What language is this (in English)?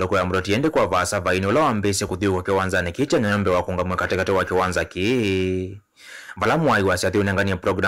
Kamba